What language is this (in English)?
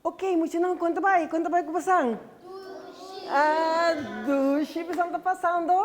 Papiamento